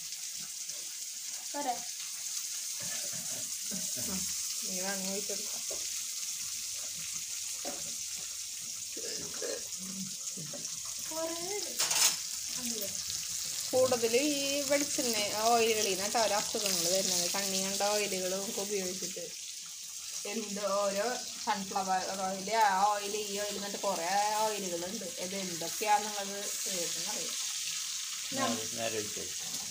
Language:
Malayalam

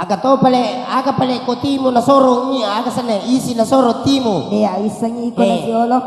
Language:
Buginese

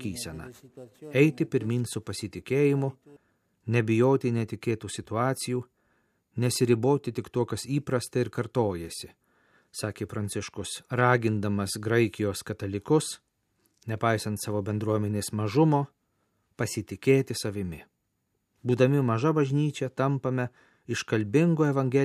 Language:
Lithuanian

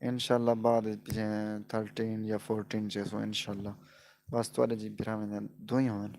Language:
Saraiki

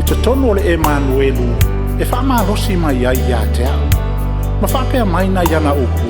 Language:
Samoan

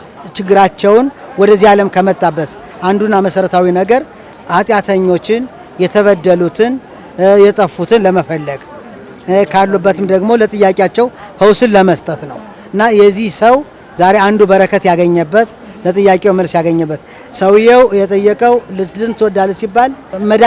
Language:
Amharic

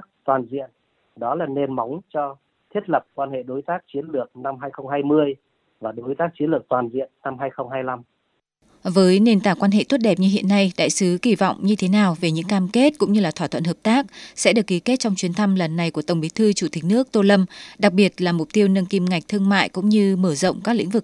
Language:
Vietnamese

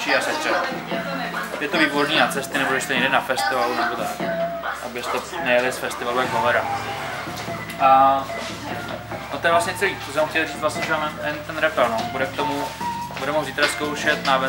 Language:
Czech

